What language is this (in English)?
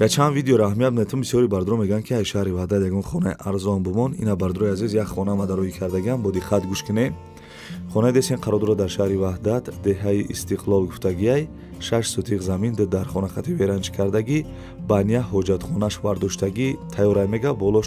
Tajik